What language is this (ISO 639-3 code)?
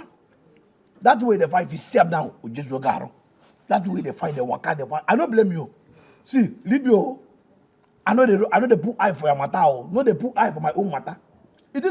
pcm